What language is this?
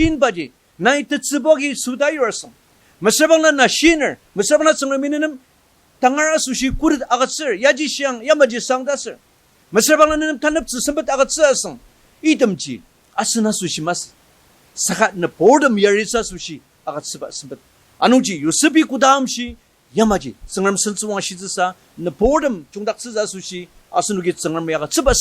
Ao Naga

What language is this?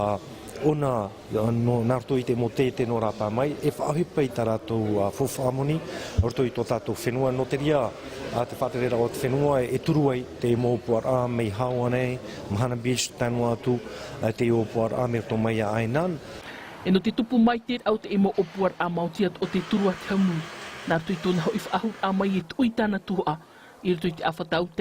Tahitian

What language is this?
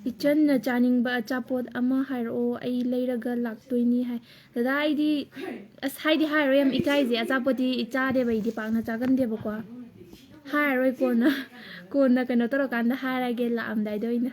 Manipuri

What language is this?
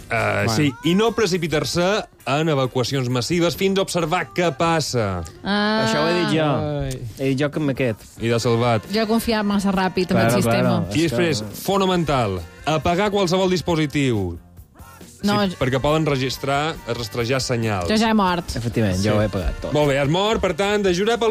Catalan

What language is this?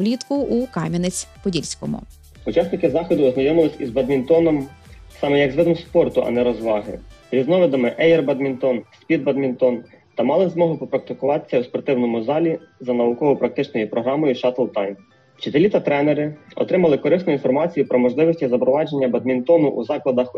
Ukrainian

